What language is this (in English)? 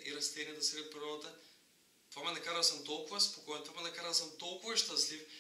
Bulgarian